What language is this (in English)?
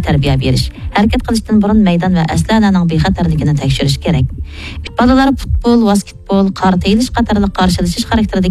Uyghur